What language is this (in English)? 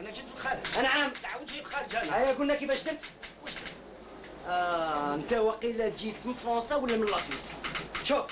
Algerian Arabic